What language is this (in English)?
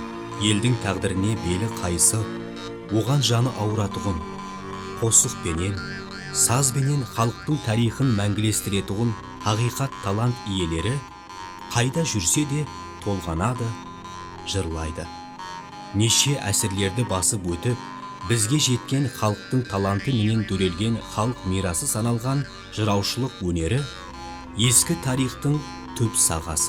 Kara-Kalpak